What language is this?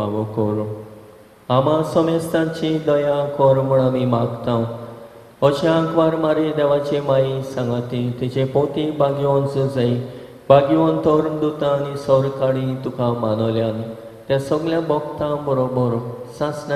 Konkani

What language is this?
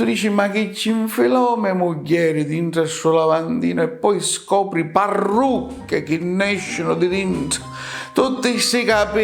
Sicilian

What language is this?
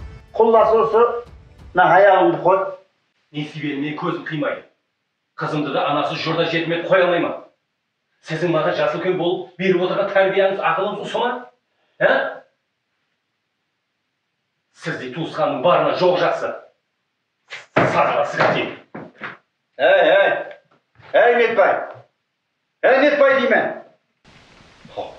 Kara-Kalpak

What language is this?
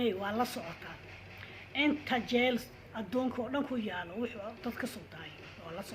Somali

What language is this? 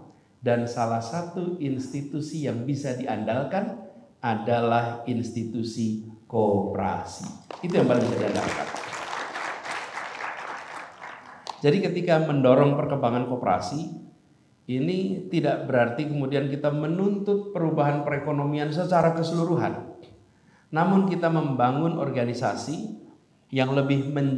Indonesian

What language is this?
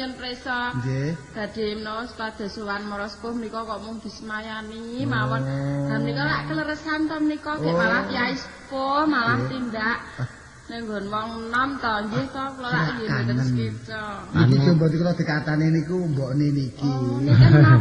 Javanese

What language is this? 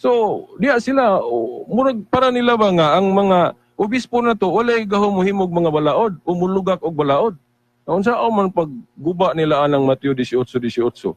Cebuano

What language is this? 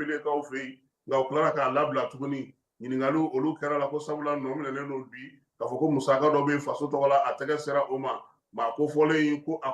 Bambara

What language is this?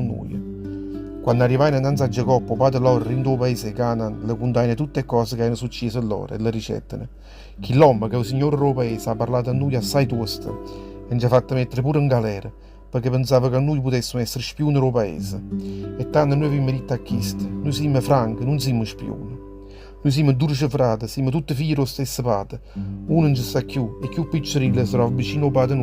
Neapolitan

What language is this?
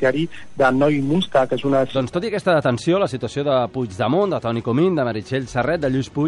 Catalan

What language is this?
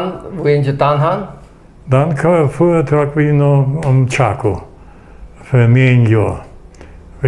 Plautdietsch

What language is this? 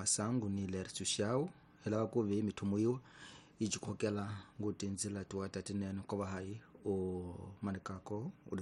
Tsonga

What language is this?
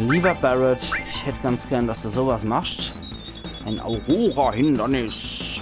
Palatine German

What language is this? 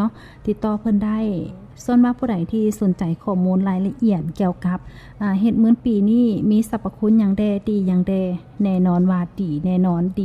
Lao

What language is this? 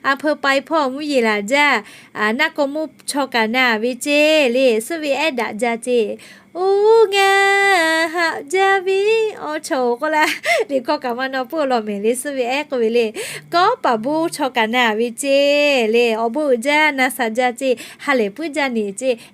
Lahu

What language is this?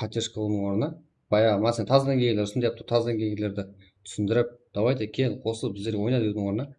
Kara-Kalpak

